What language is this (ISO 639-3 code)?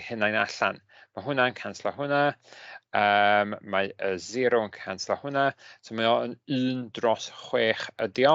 cym